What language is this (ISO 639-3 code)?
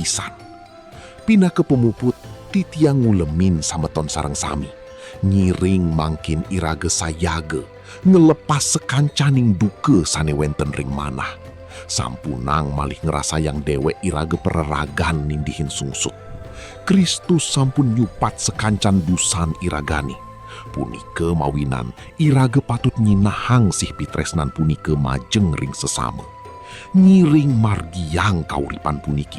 ban